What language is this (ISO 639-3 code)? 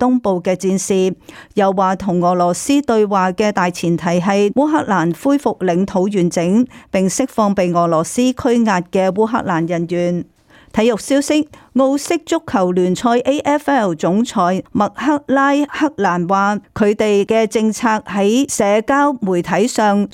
yue